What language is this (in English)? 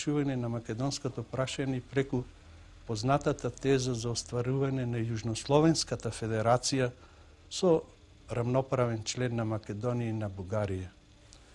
Macedonian